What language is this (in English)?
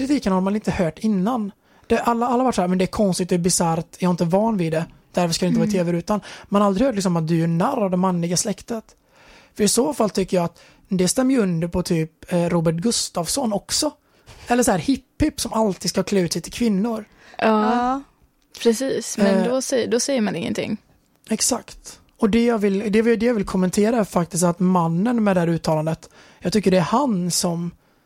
Swedish